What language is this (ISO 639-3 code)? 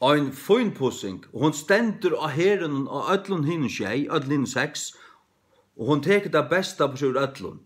fao